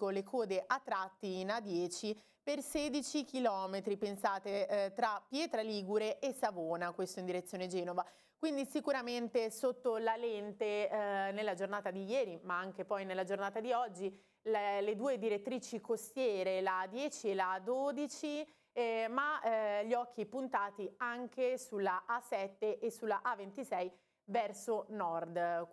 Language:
Italian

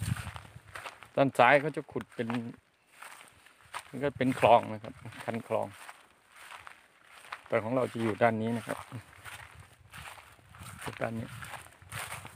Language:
Thai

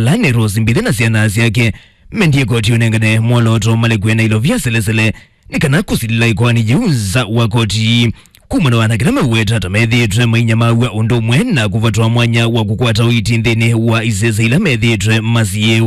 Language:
Kamba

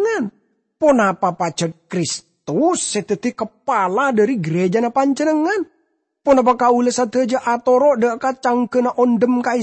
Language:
Madurese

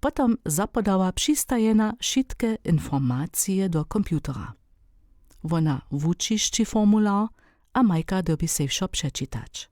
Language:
Upper Sorbian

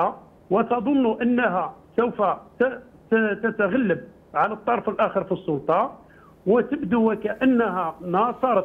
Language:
Arabic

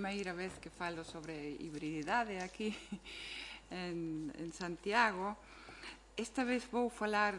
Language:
Galician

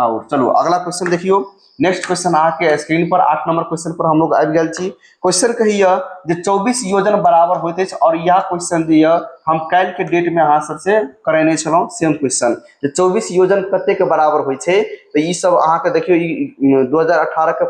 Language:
Maithili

